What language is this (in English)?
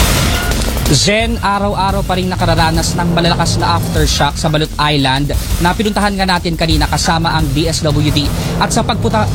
Filipino